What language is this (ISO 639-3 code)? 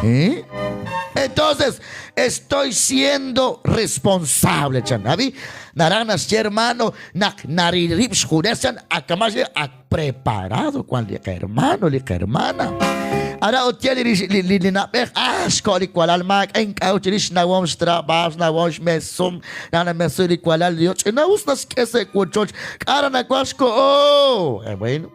kek